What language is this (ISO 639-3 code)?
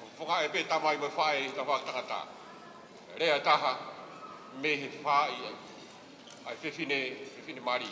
ton